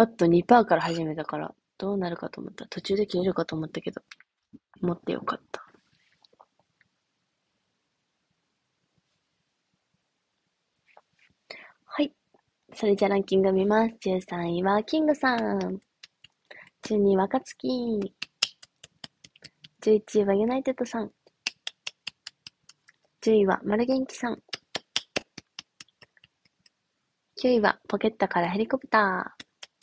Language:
Japanese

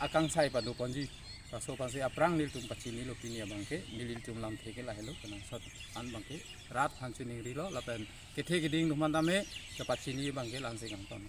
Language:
Karbi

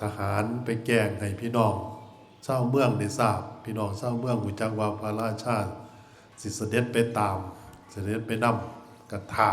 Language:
Northeastern Thai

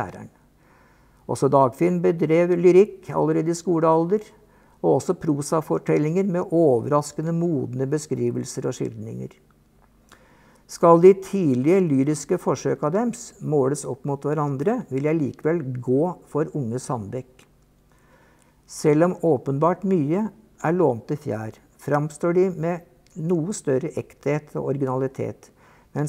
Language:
Norwegian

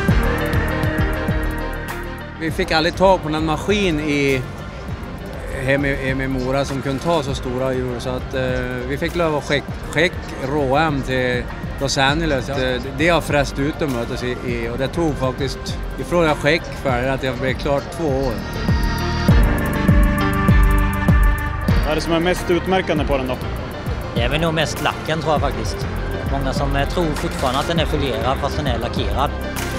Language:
Swedish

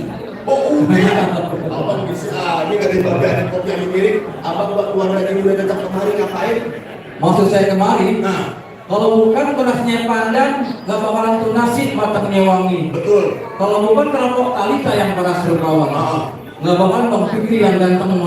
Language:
Betawi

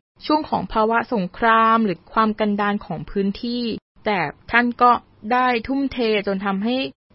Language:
Thai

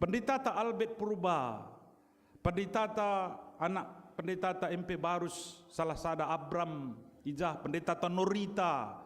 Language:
Batak Karo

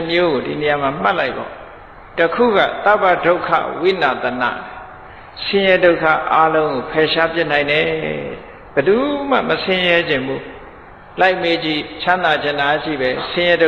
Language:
Burmese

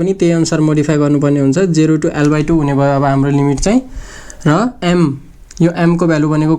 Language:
Nepali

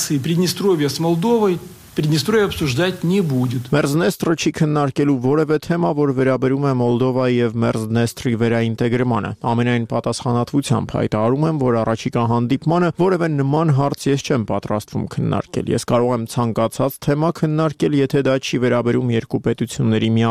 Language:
Armenian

